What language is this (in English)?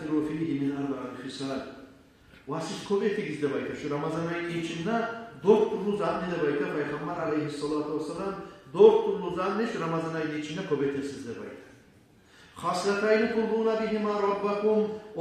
Kumyk